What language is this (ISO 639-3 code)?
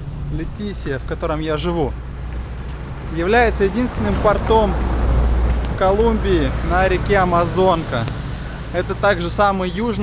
rus